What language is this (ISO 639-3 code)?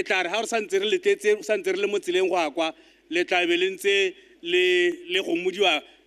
tsn